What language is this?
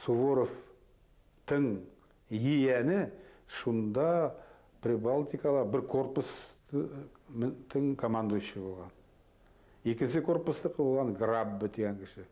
Bashkir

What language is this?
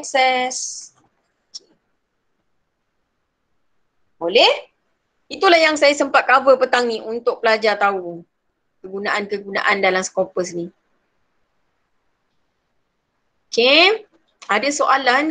Malay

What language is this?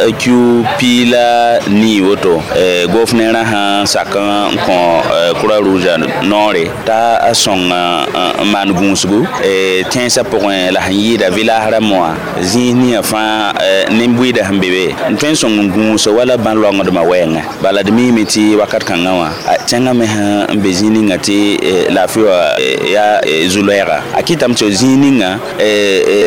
Mossi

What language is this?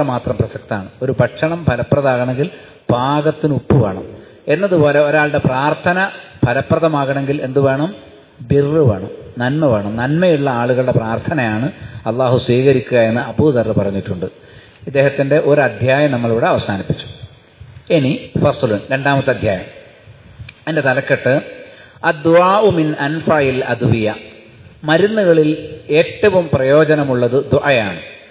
Malayalam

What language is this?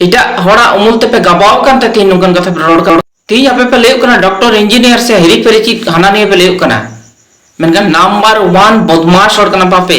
Santali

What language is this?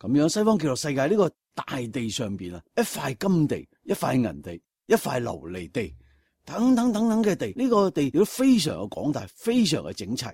Cantonese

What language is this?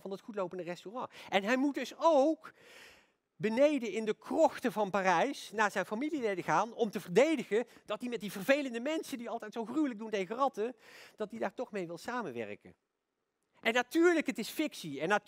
Dutch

